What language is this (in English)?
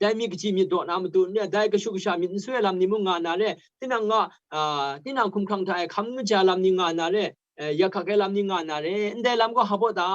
Kachin